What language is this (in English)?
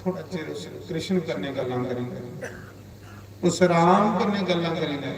Dogri